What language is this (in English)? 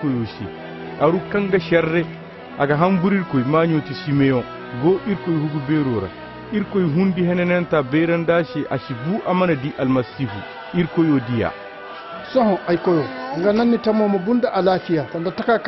Koyraboro Senni